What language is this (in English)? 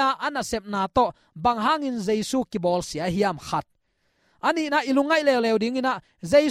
Tedim Chin